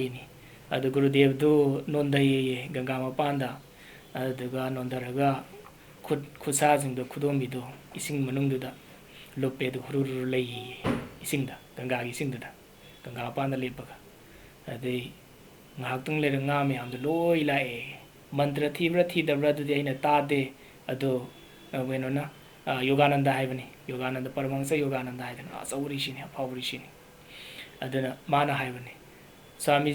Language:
Manipuri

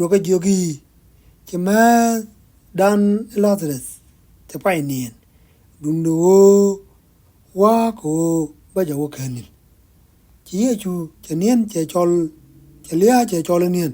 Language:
Nuer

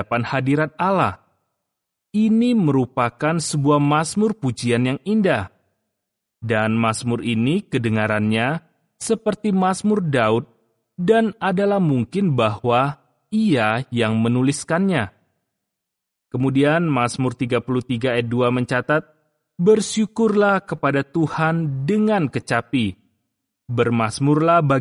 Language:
Indonesian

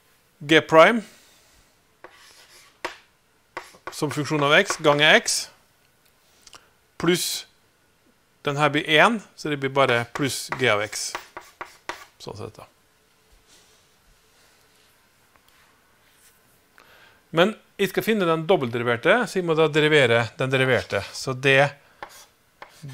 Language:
Norwegian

